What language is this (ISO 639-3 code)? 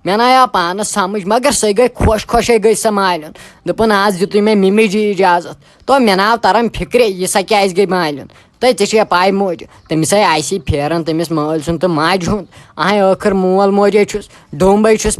kas